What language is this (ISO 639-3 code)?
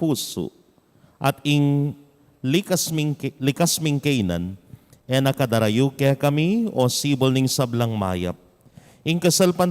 pam